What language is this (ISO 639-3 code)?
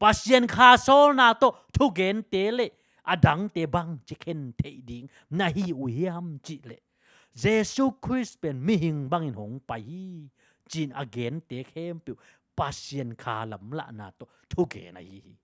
ctd